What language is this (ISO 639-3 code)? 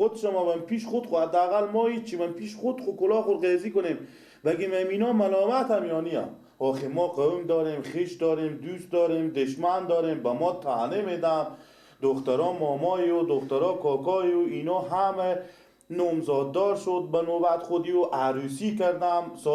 fas